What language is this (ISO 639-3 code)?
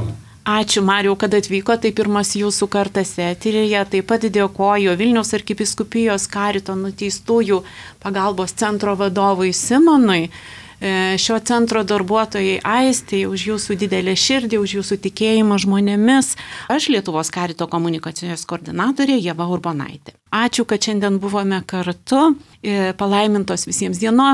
lit